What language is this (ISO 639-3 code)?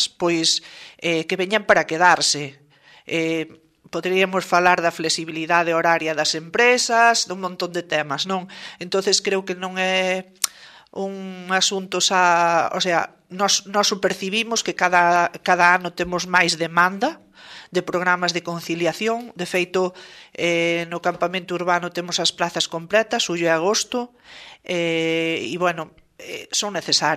glg